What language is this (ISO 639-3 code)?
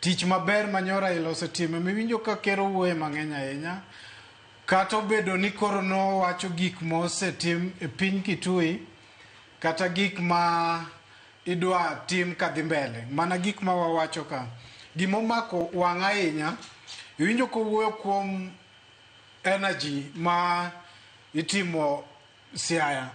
luo